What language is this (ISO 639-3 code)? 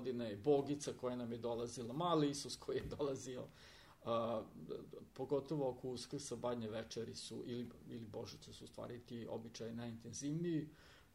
srp